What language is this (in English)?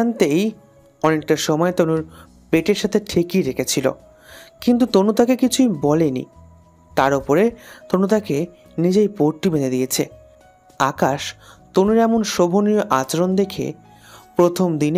Bangla